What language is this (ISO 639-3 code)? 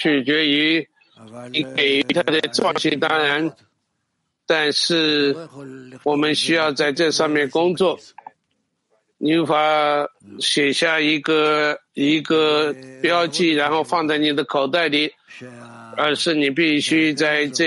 zho